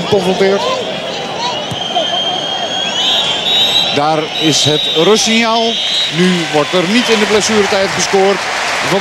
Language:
Dutch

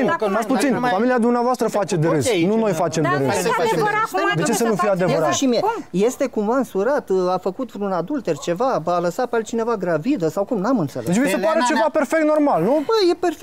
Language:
Romanian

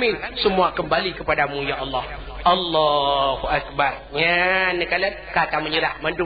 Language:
Achinese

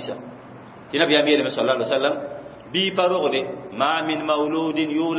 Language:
Mossi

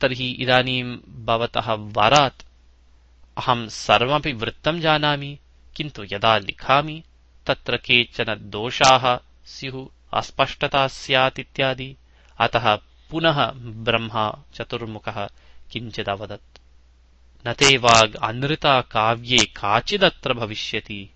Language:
Sanskrit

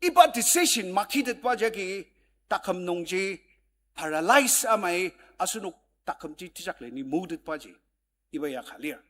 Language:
Ao Naga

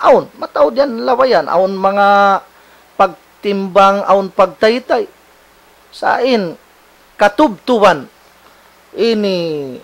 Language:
Tausug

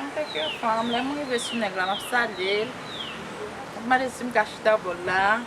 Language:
Haitian Creole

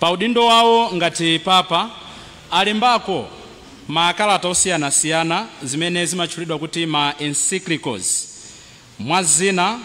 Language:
Nyanja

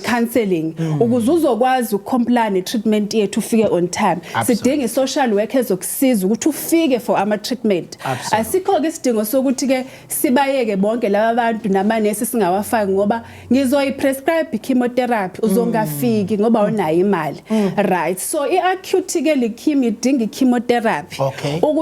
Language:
Zulu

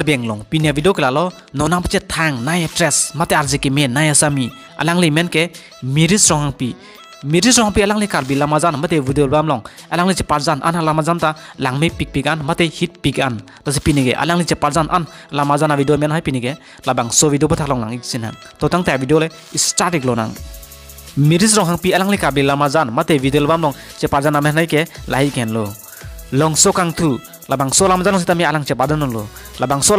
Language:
Karbi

